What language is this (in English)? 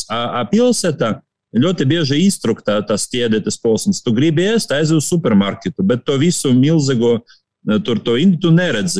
Latvian